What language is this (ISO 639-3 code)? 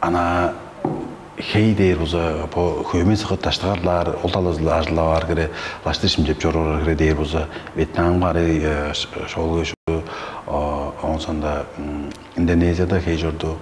tyv